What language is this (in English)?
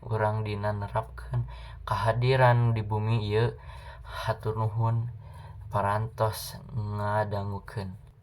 Sundanese